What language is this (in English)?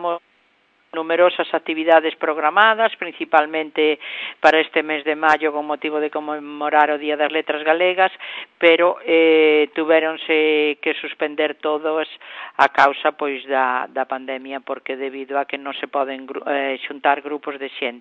Galician